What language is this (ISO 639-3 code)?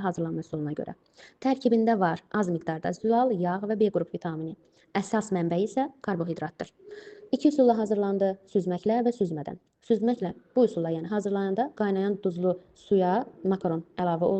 aze